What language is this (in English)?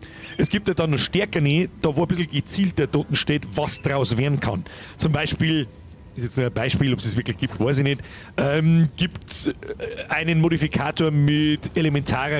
Bavarian